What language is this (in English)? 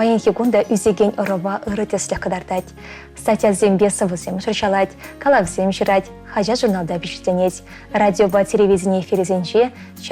Chuvash